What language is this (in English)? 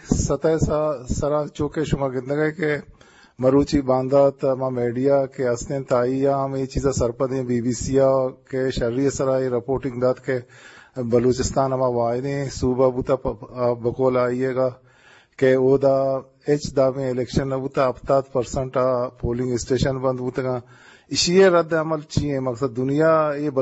Eastern Balochi